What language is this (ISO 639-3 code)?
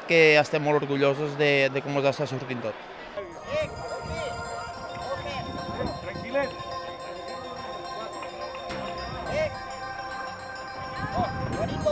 cat